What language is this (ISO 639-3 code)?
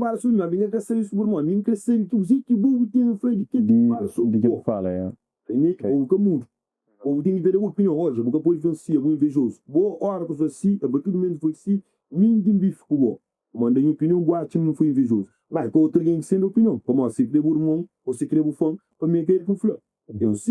kea